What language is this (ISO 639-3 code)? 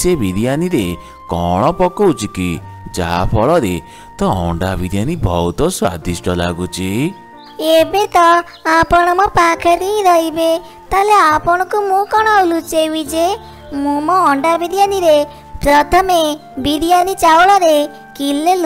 ori